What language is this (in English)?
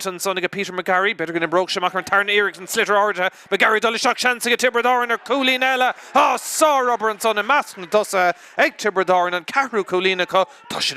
Irish